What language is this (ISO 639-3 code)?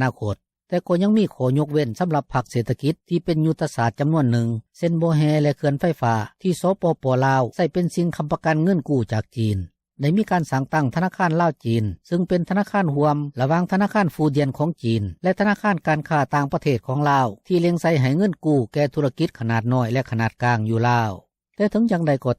lao